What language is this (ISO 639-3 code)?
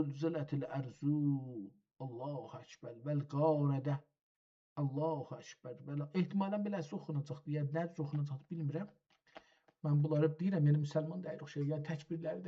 azb